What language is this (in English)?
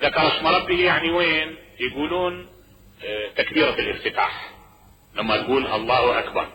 Mesopotamian Arabic